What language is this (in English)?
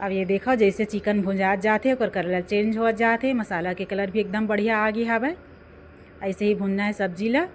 Chhattisgarhi